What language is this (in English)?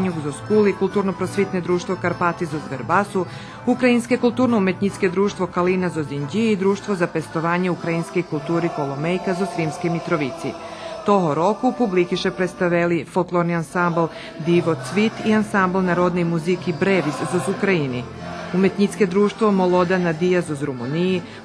Rusyn